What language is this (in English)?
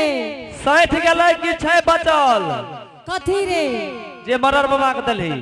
Angika